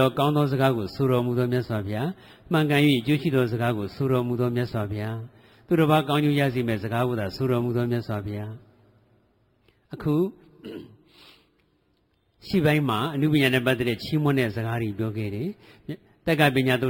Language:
Burmese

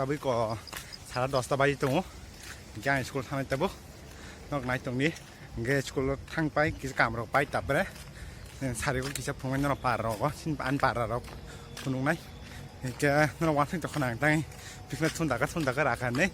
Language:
Kok Borok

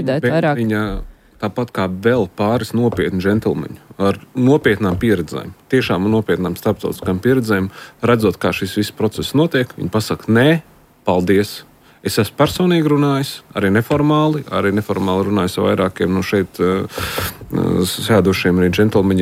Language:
Latvian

